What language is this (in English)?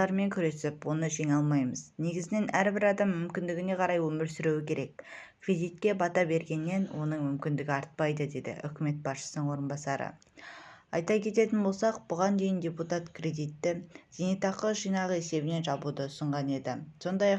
Kazakh